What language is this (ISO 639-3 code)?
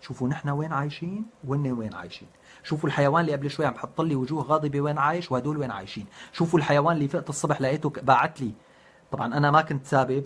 apc